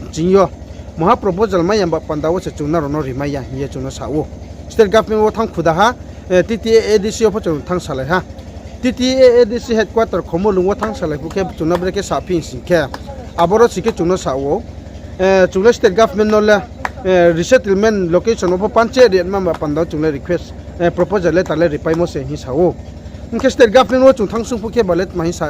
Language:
Riang (India)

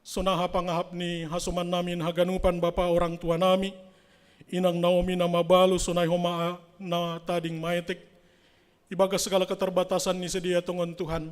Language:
Batak Simalungun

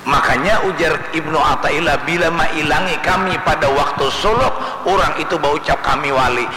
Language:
Banjar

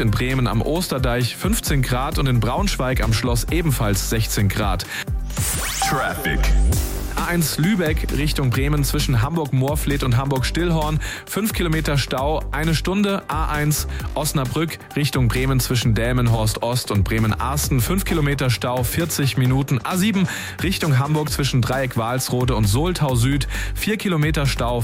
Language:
German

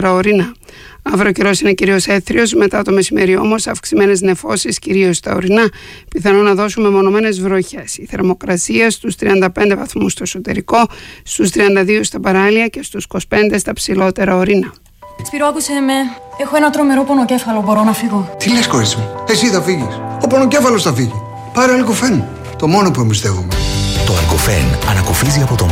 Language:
Greek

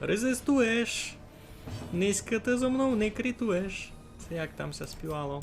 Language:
Rusyn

